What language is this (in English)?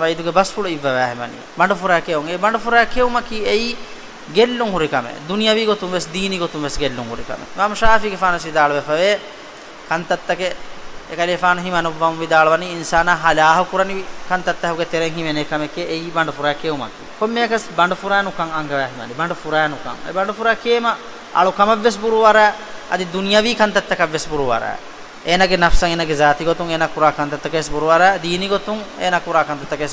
Divehi